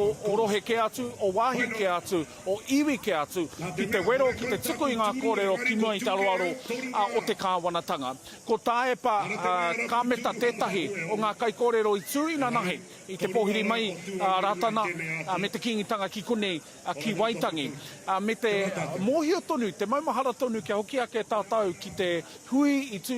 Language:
Māori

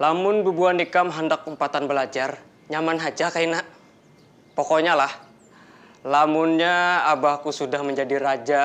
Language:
Banjar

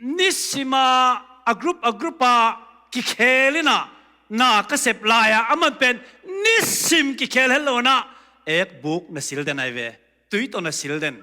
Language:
Tedim Chin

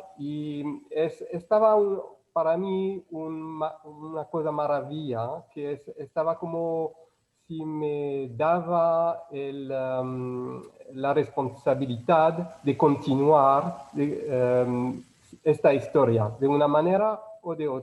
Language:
Ladino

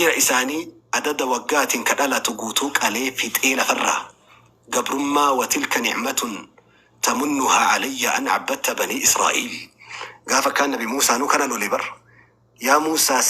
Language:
Oromo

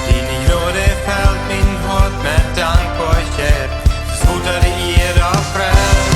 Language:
Plautdietsch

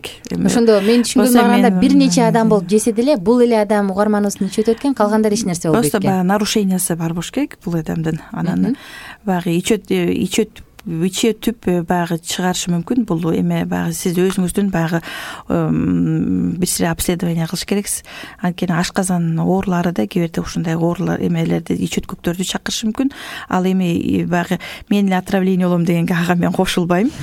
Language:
Kyrgyz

